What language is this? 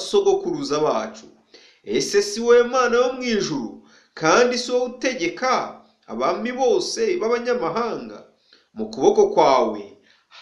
Kinyarwanda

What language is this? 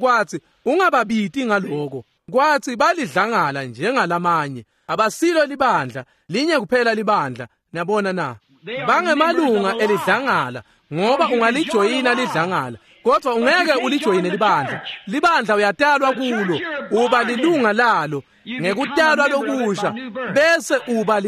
Swati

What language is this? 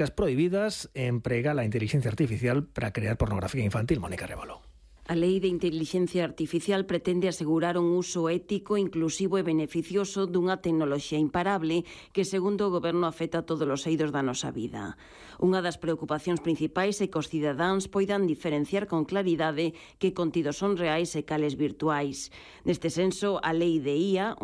Galician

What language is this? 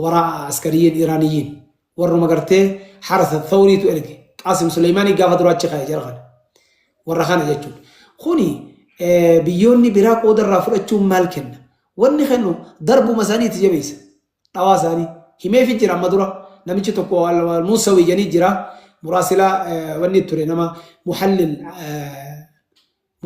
Oromo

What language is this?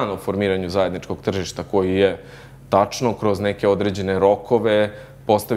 Serbian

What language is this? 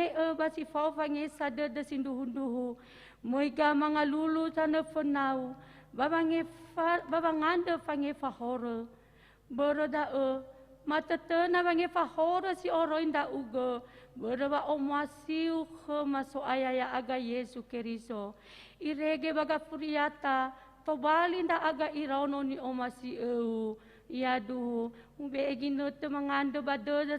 Nias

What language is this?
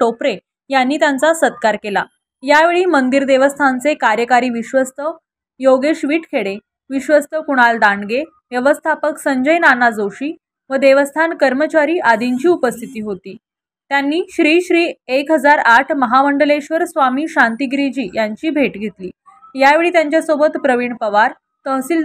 Marathi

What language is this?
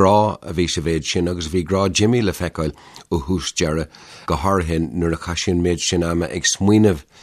Irish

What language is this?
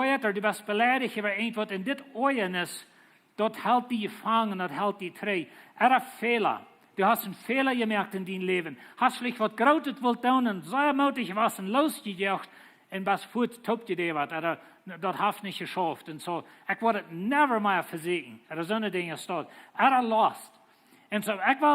Plautdietsch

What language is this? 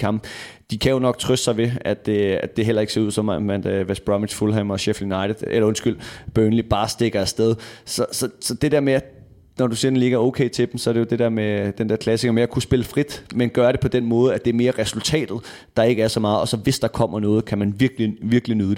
Danish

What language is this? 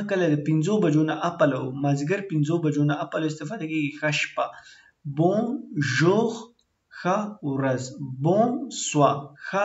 Pashto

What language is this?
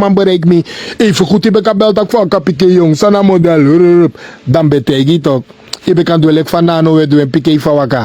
Sranan Tongo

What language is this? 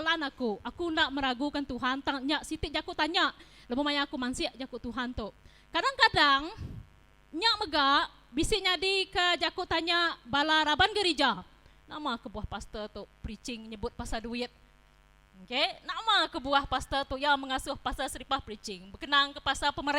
Iban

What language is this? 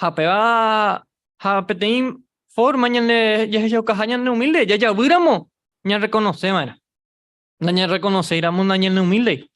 Guarani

